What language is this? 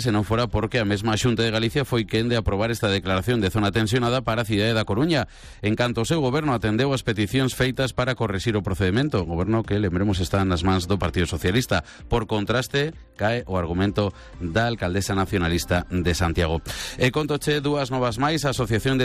Galician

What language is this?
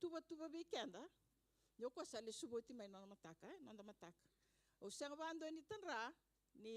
Fijian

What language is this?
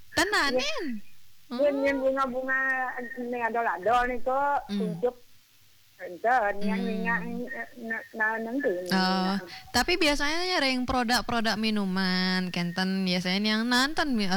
Balinese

